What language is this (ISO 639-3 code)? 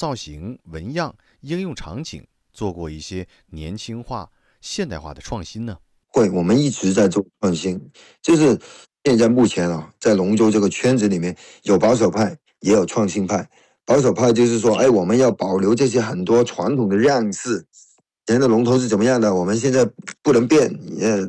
zho